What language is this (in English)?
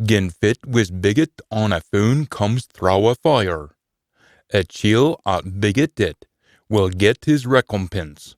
Scots